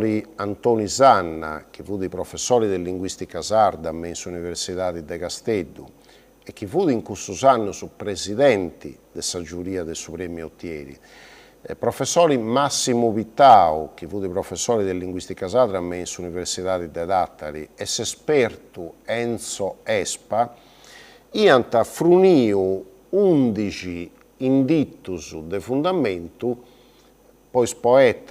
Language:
Sardinian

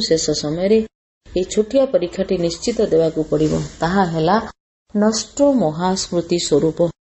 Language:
Odia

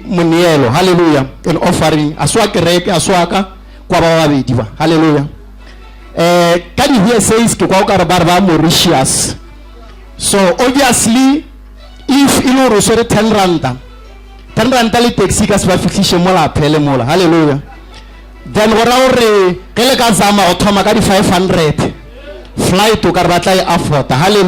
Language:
Northern Sotho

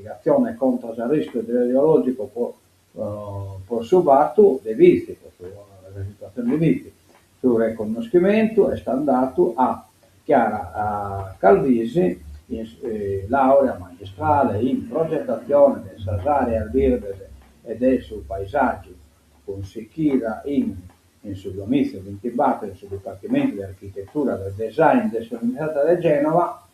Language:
Sardinian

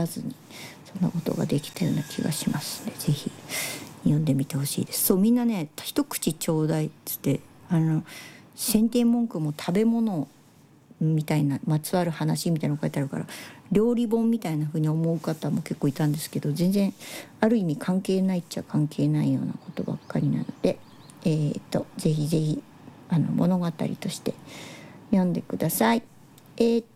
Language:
Japanese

